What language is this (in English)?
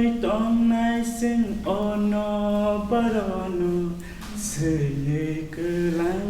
Kok Borok